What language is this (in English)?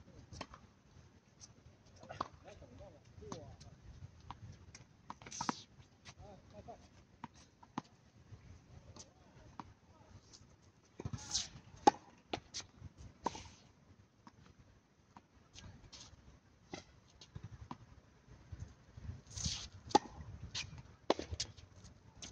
Chinese